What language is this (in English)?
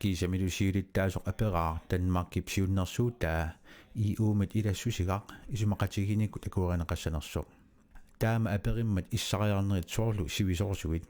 Kalaallisut